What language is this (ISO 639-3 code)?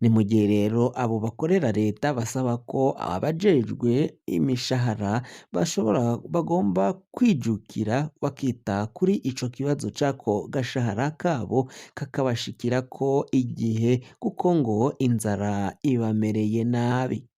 run